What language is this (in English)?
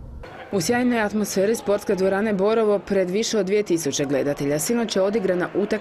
Croatian